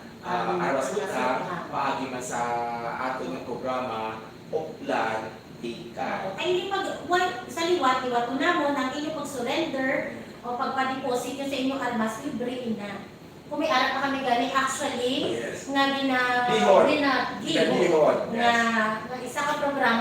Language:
Hiligaynon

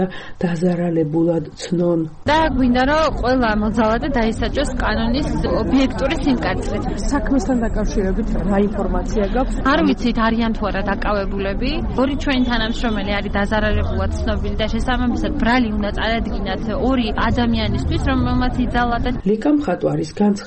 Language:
Georgian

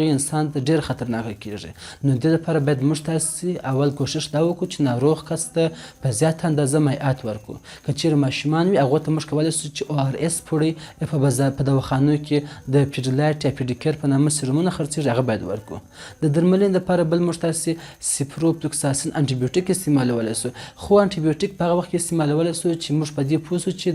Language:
Pashto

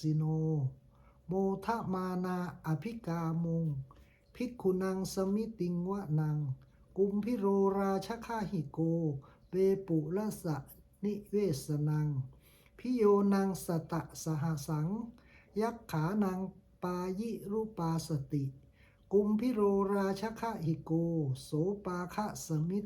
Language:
Pali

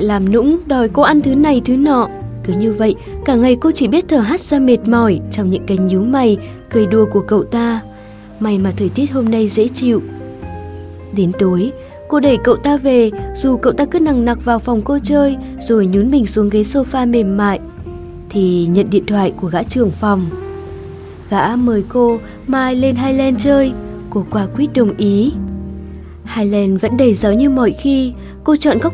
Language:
Vietnamese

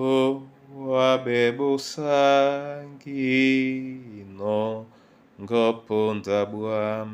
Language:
Duala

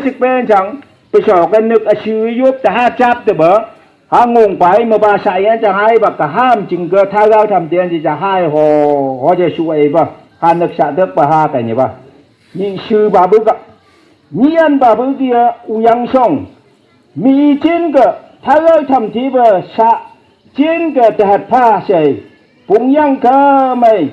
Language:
Phom Naga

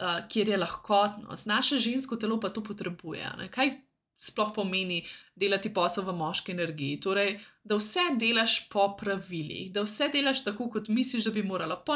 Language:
Slovenian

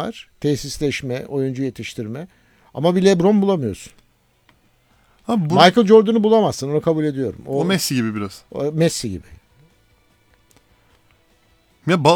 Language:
Turkish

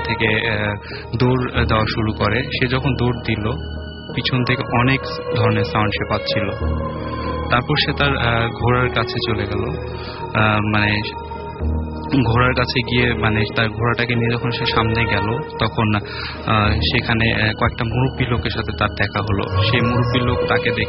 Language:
Bangla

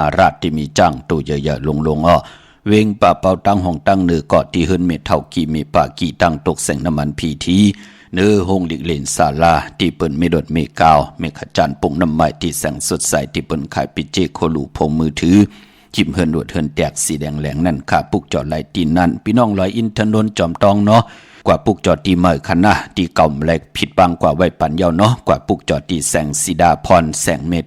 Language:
Shan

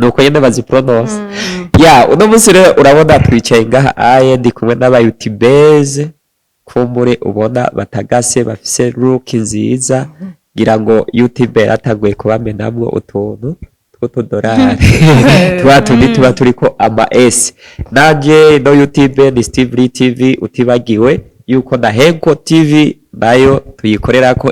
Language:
Rundi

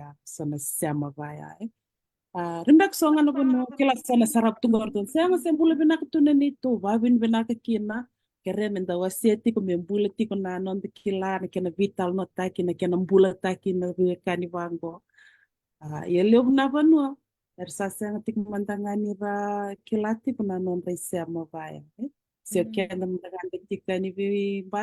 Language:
Fijian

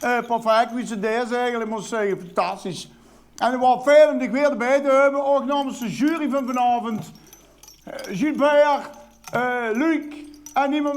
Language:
Limburgish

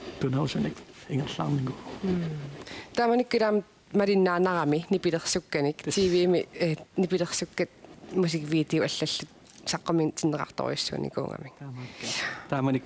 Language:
Kalaallisut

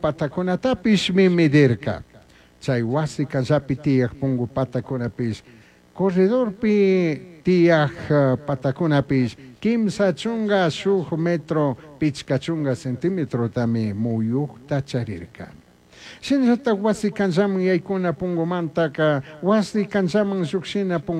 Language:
Chimborazo Highland Quichua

